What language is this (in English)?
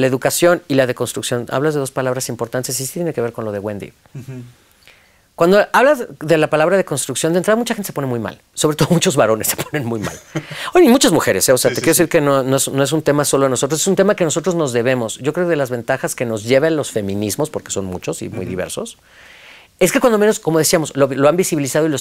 Spanish